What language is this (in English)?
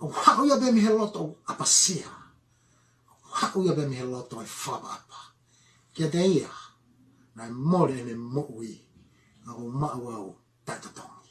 Tongan